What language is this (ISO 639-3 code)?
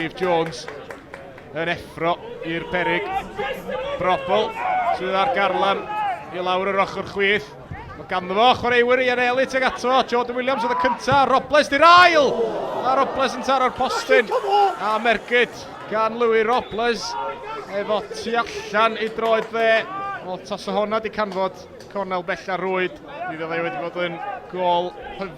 cym